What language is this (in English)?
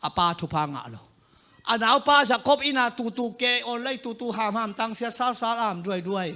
Tedim Chin